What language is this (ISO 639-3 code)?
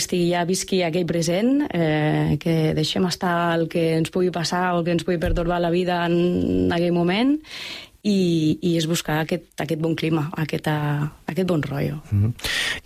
cat